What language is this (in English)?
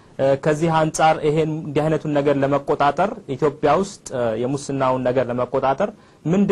Amharic